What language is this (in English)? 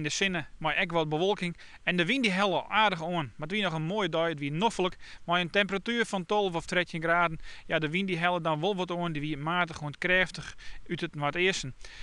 Western Frisian